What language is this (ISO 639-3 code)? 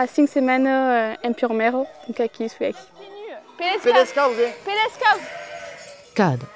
oci